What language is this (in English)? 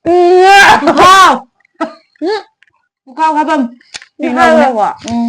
Manipuri